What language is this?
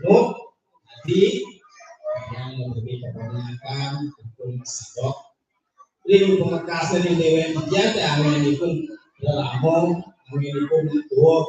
Balinese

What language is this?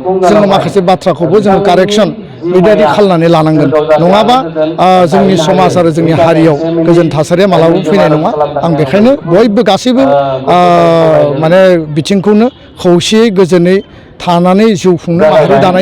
Bodo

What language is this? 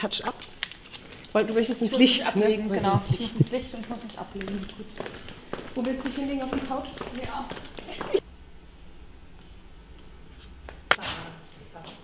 German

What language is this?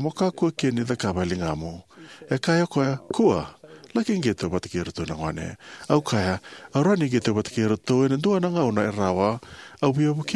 Fijian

